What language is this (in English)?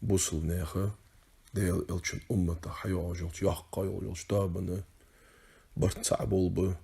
Ingush